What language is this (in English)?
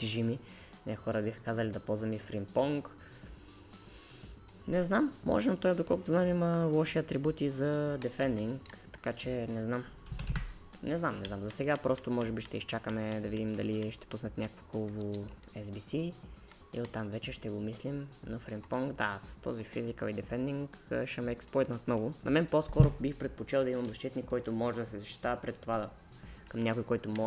Bulgarian